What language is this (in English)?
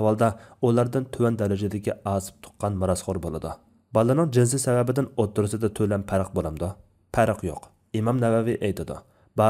Uyghur